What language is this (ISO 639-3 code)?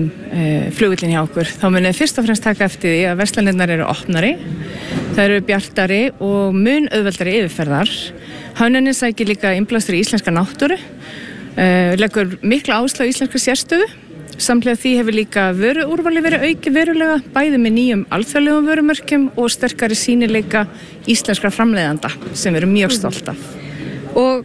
isl